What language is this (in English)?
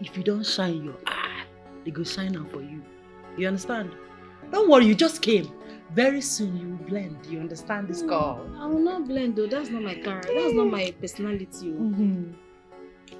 Nigerian Pidgin